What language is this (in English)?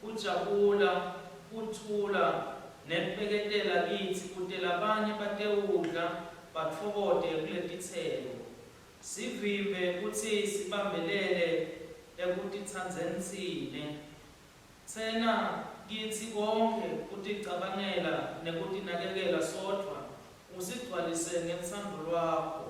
Swati